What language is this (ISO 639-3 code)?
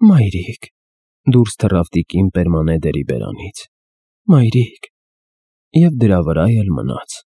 hye